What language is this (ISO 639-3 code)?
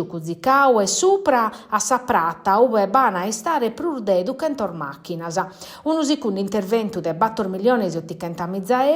srd